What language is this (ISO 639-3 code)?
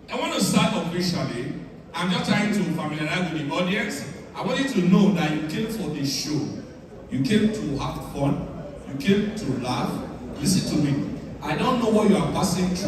pcm